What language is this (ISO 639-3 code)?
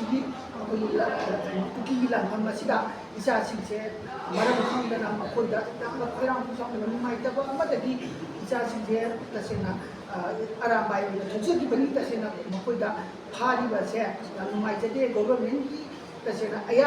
mni